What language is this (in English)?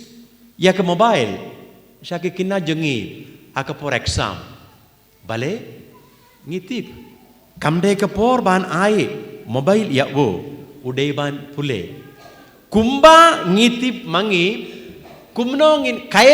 Khasi